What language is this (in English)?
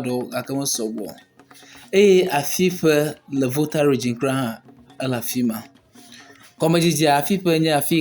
Ewe